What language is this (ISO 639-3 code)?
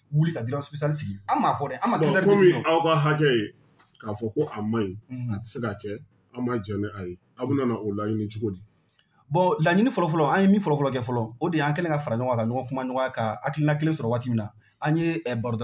bam